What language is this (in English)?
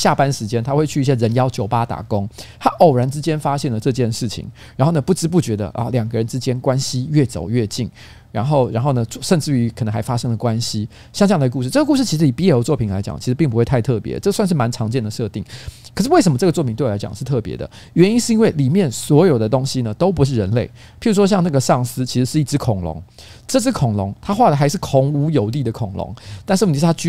Chinese